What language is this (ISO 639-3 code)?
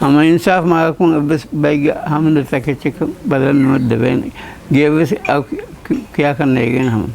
div